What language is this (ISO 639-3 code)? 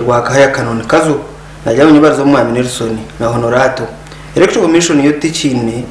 nyn